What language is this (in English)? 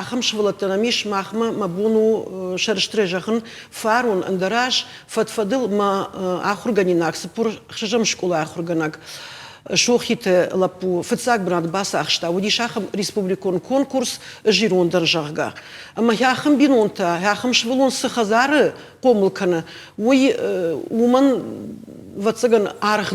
Ossetic